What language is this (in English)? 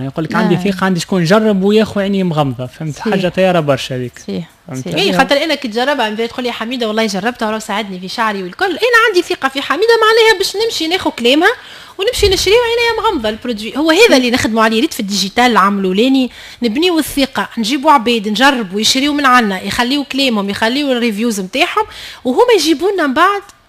Tunisian Arabic